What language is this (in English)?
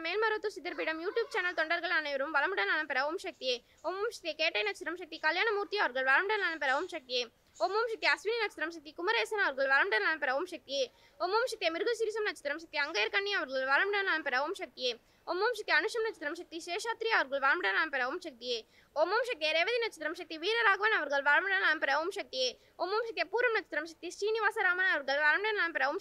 Tamil